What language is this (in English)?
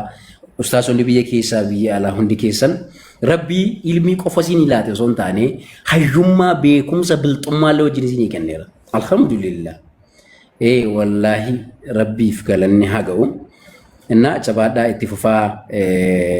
Oromo